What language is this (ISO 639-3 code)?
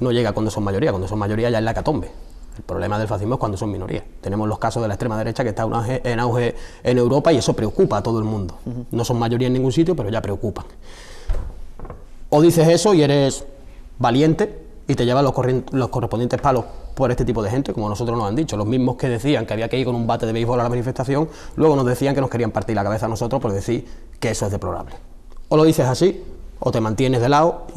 spa